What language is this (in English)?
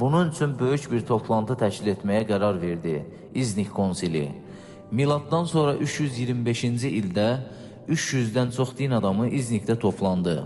Azerbaijani